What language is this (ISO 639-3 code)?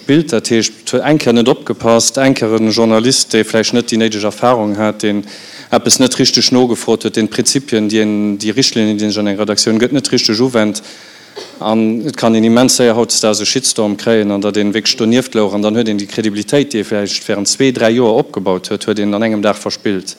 ltz